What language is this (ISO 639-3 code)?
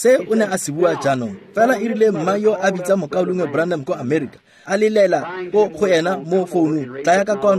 tsn